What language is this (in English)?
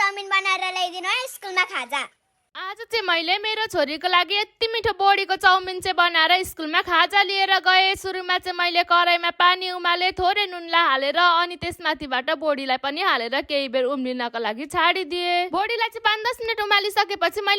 Nepali